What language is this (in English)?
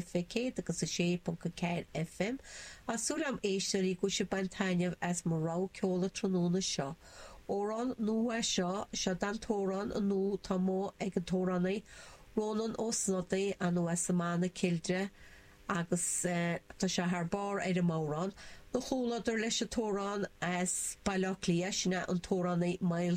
Irish